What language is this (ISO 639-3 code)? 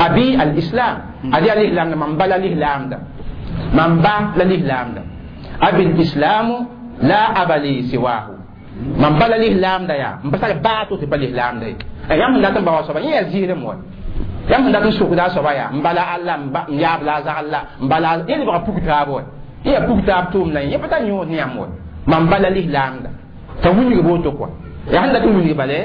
mos